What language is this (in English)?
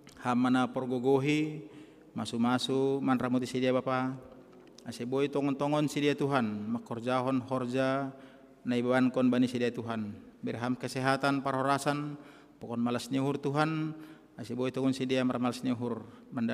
Batak Simalungun